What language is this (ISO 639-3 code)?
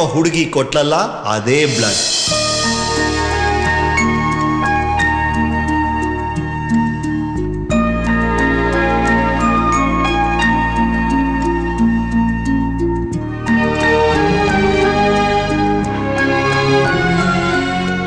kan